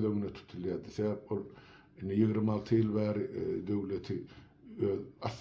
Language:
Turkmen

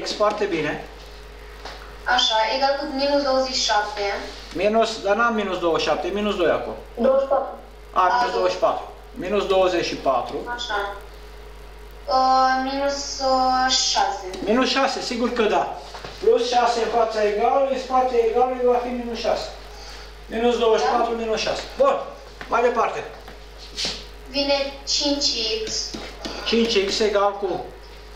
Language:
Romanian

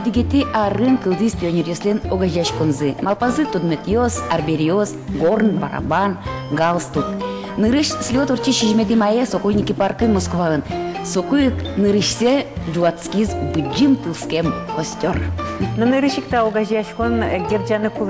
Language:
Udmurt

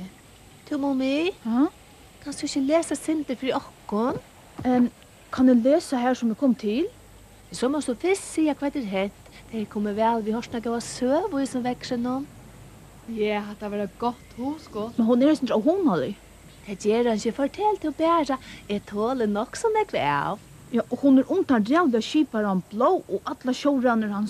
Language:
Faroese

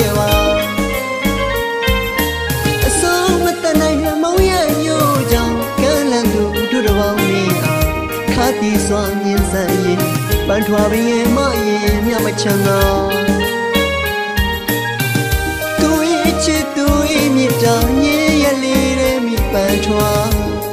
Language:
Burmese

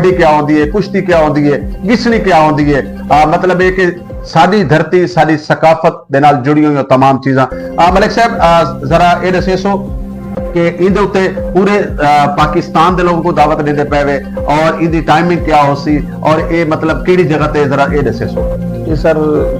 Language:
Saraiki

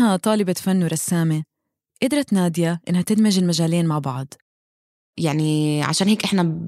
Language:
North Levantine Arabic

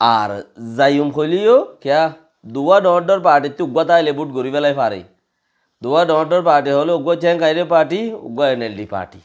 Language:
Rohingya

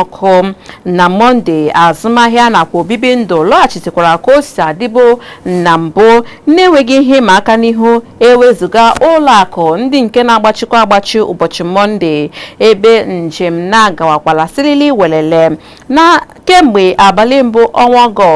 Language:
Igbo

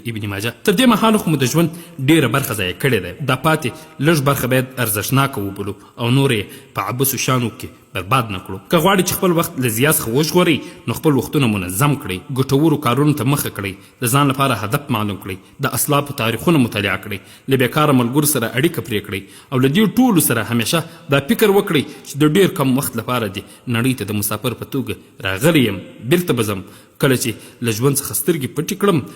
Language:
Pashto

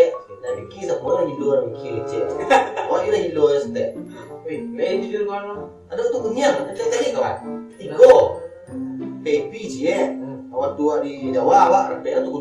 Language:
Minangkabau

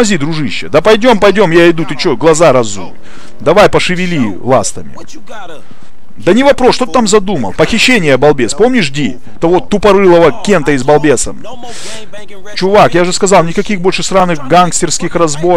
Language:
Russian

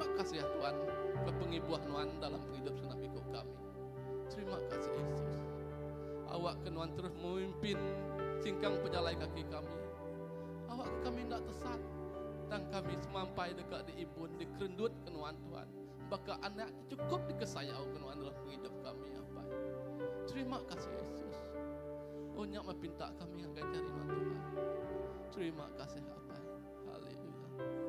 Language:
Iban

